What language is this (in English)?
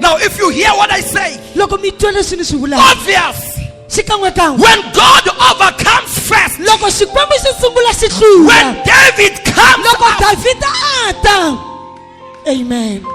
Tsonga